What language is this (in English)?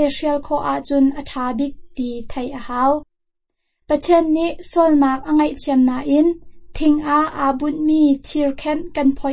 Hakha Chin